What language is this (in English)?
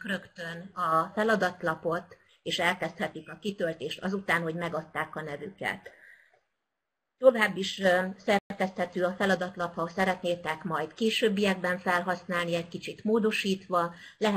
Hungarian